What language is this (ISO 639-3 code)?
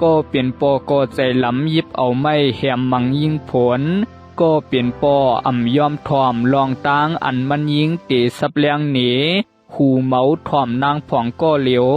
shn